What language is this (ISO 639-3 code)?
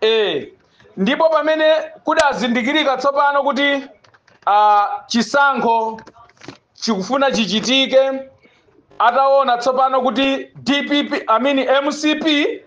nya